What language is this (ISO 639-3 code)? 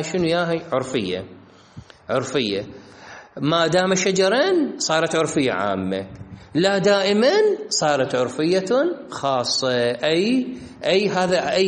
acm